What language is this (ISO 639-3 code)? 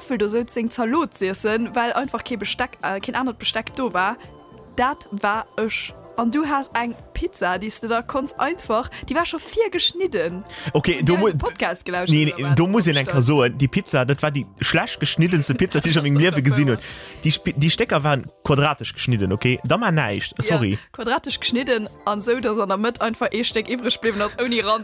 ltz